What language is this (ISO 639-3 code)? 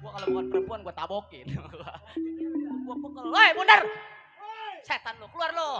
bew